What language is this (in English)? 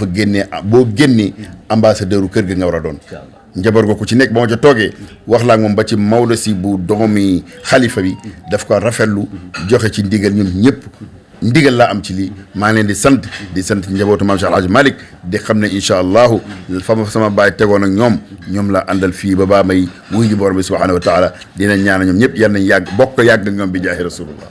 Wolof